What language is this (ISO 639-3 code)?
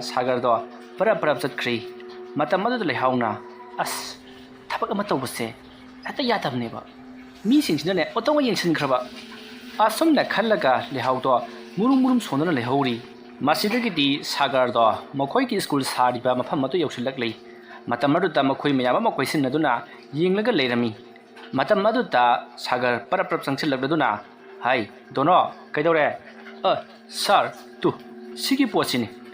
mni